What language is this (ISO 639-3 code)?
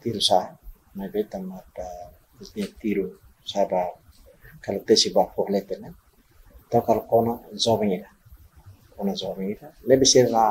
tet